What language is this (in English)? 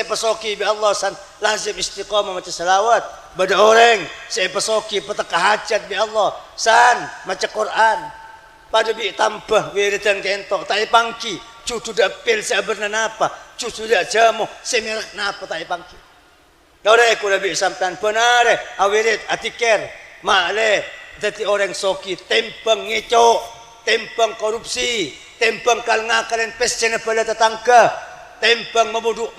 Madurese